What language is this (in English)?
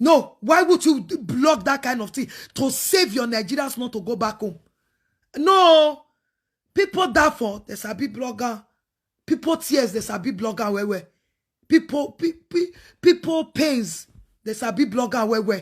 Nigerian Pidgin